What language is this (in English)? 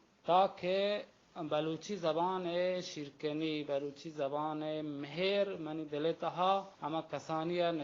Baluchi